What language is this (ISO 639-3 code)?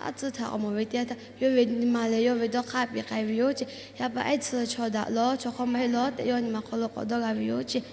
lhu